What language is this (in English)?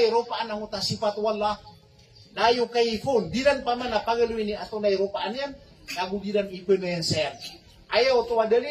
Maranao